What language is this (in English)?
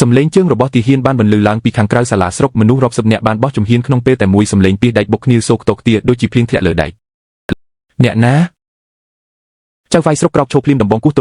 Khmer